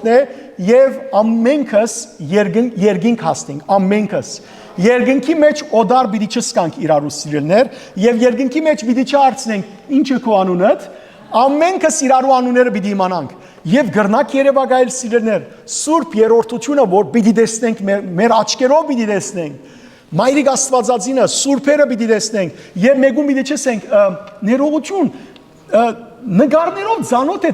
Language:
Western Armenian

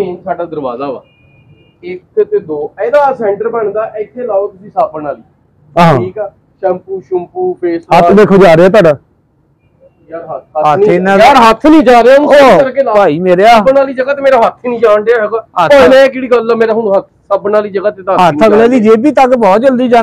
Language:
Punjabi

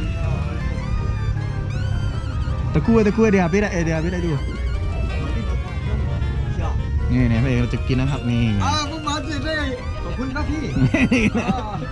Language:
Thai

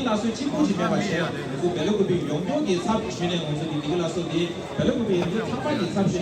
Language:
Tibetan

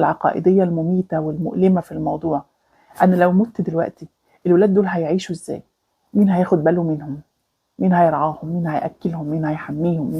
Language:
Egyptian Arabic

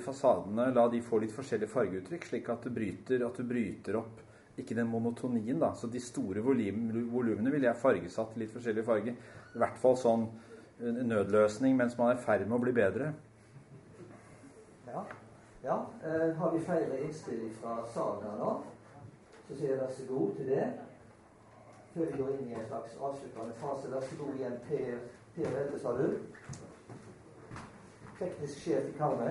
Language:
Norwegian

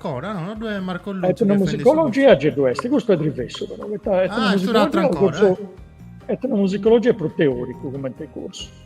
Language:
Sardinian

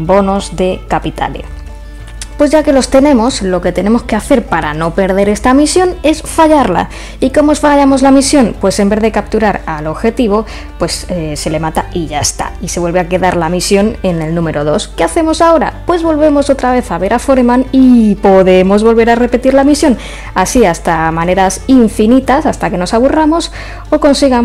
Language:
Spanish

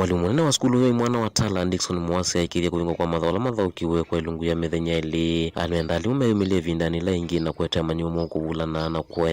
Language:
Kamba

